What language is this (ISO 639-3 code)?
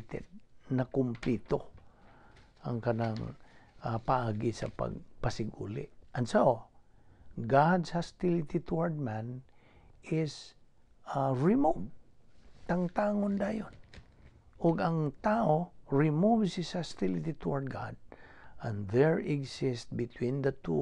ceb